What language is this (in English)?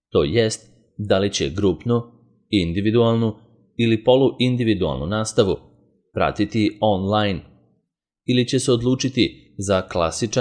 Serbian